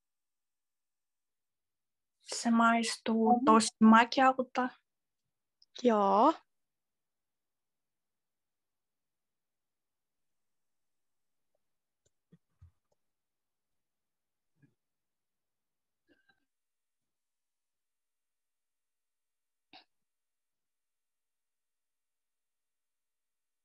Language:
Finnish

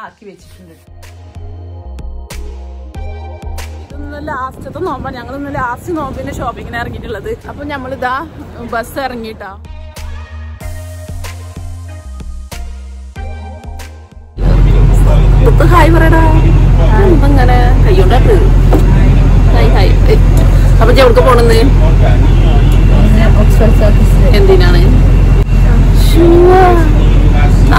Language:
Malayalam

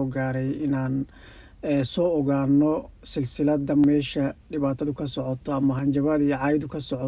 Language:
Somali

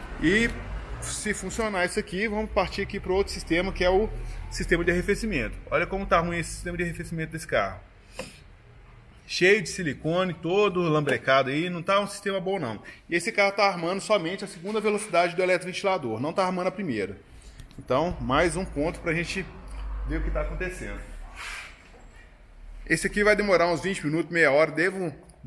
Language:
Portuguese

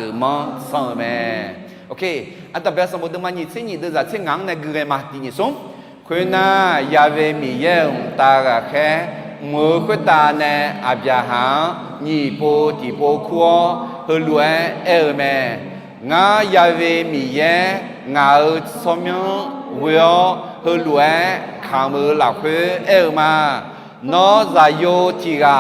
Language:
Akha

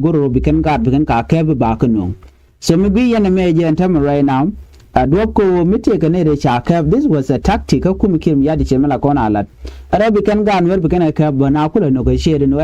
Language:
Nuer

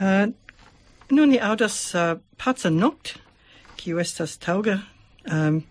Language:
Esperanto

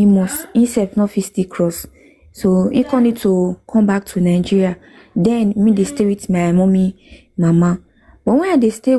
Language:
Nigerian Pidgin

